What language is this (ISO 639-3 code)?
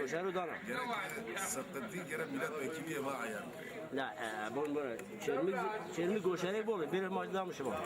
zza